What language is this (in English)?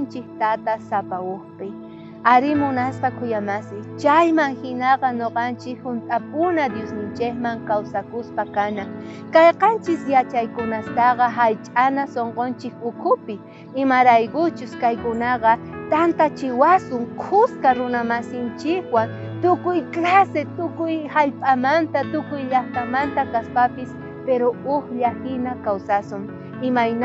South Bolivian Quechua